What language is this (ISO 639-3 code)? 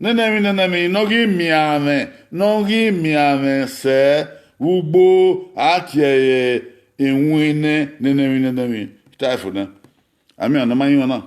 bin